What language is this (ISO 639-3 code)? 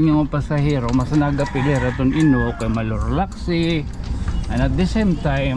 war